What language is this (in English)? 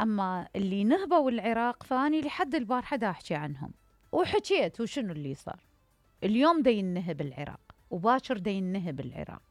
Mesopotamian Arabic